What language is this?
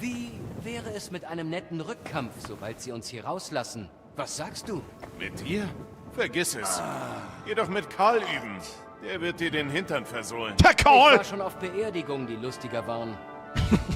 Bavarian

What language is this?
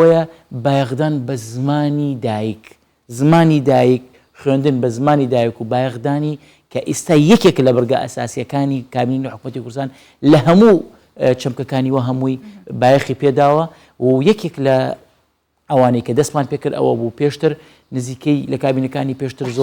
Central Kurdish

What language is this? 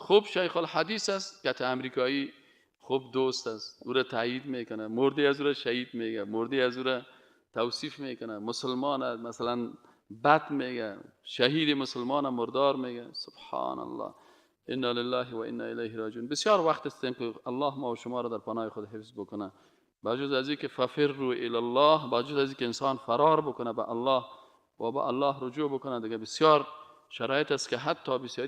Persian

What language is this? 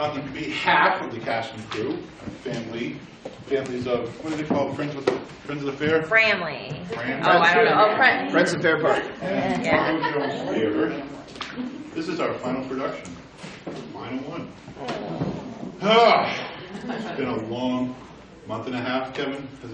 English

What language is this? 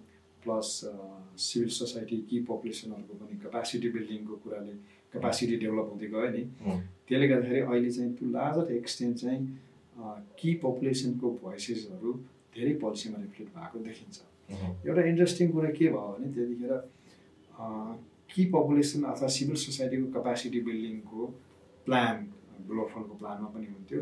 Nepali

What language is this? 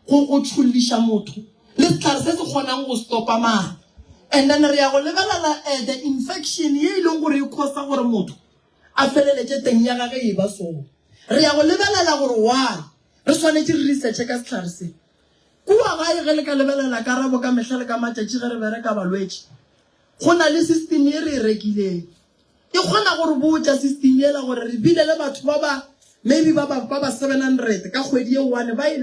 Northern Sotho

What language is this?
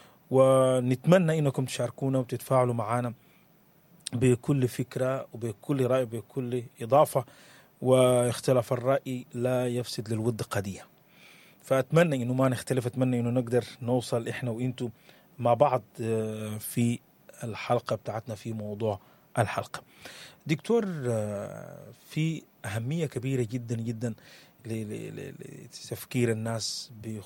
Sudanese Arabic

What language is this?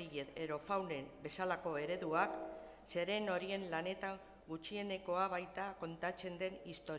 Basque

